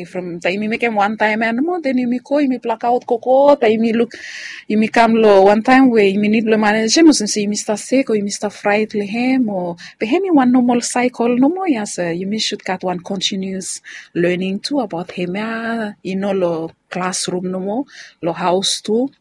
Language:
Bislama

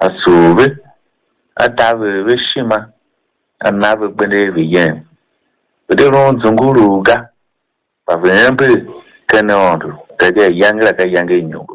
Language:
Tiv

